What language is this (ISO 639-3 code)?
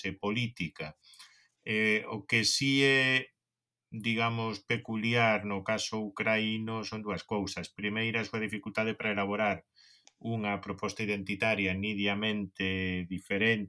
glg